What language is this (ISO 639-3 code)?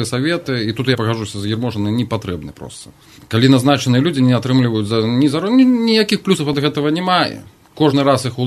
bel